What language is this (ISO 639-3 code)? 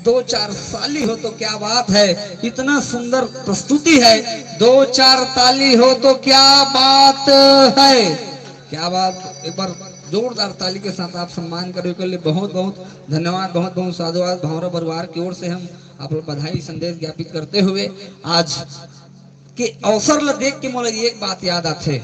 hne